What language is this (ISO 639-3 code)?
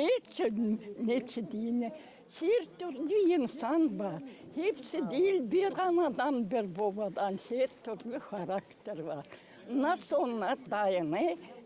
gag